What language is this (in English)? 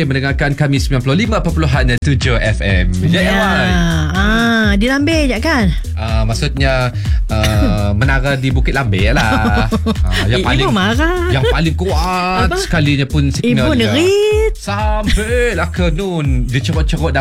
Malay